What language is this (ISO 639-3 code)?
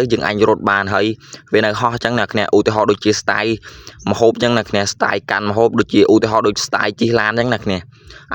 khm